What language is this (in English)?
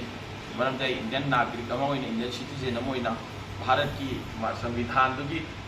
Manipuri